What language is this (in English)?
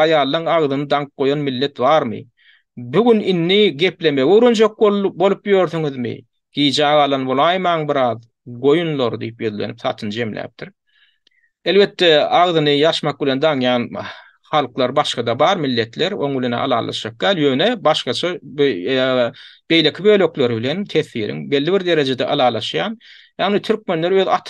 Turkmen